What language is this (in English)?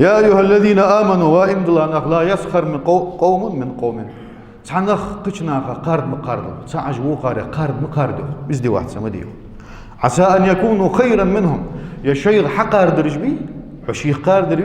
Ingush